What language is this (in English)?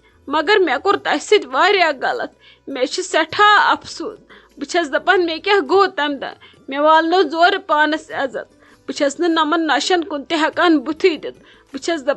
Kashmiri